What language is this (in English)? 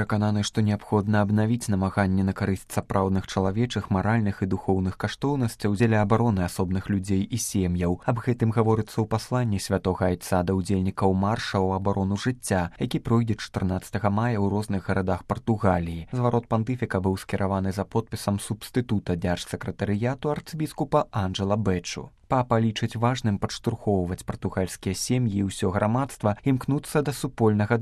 Belarusian